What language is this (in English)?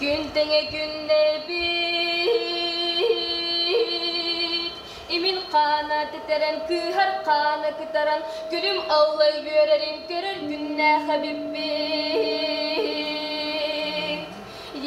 Yakut